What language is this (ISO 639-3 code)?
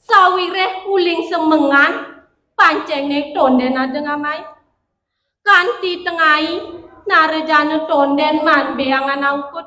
ban